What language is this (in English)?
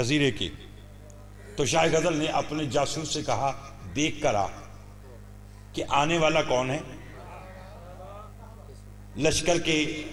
Hindi